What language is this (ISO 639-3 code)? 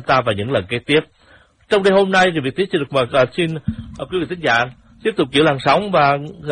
vie